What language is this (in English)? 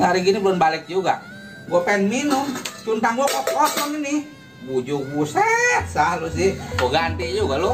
Betawi